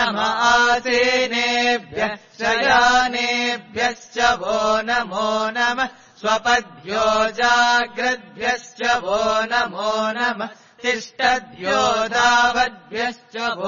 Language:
Sanskrit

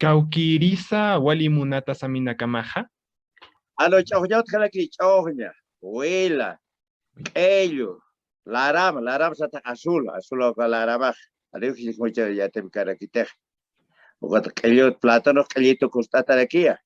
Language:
Aymara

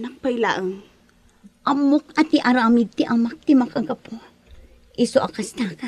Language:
Iloko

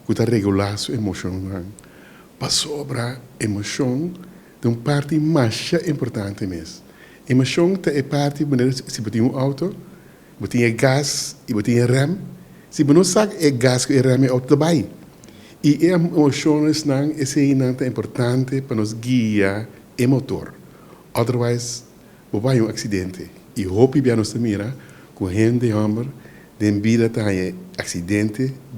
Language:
Papiamento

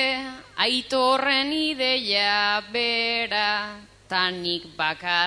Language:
Basque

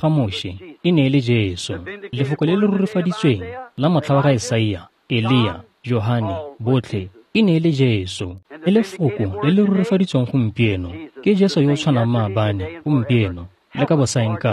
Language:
Tswana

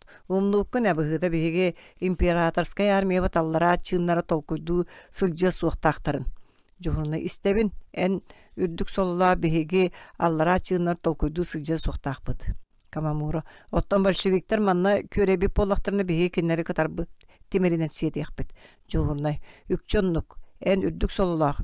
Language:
Yakut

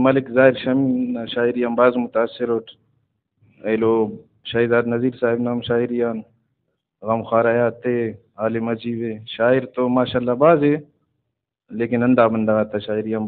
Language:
Brahui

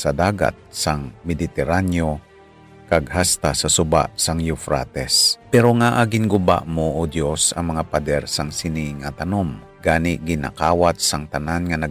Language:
Hiligaynon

